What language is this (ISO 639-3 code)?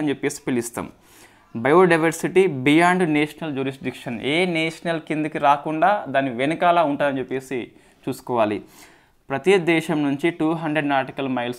tel